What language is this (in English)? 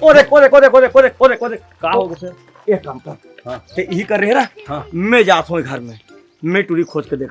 Chhattisgarhi